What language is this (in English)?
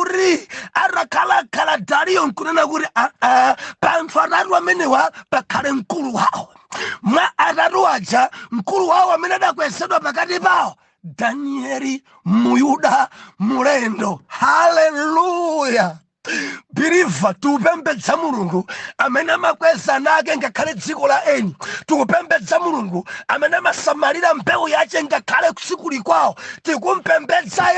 Nyanja